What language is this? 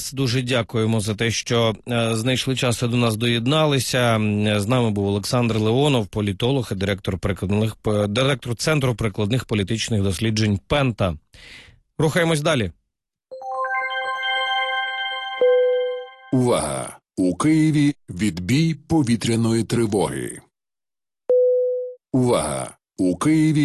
Ukrainian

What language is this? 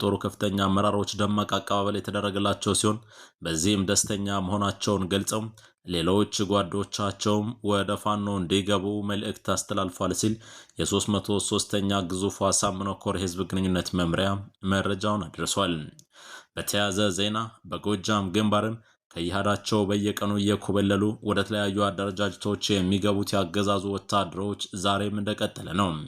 Amharic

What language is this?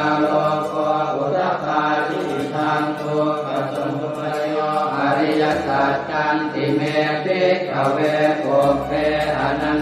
Pali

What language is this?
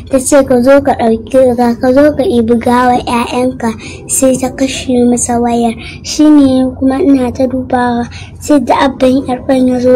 Hausa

